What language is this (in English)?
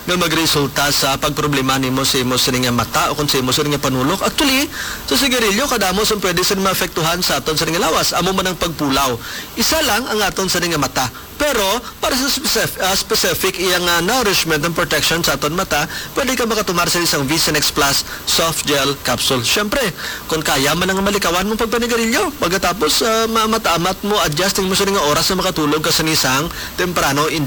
Hiligaynon